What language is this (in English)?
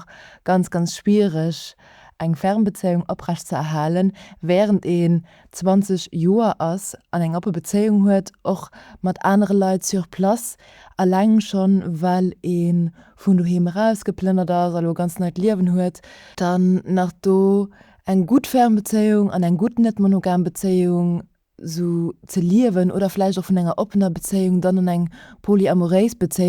Luxembourgish